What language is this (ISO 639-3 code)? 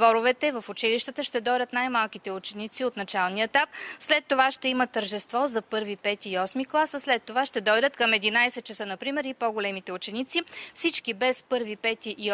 bul